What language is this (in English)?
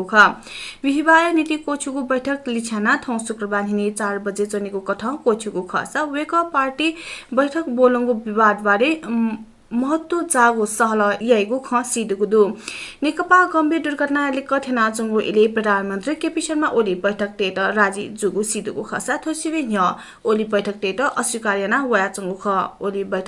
Newari